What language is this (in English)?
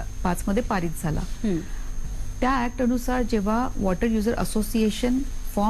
Marathi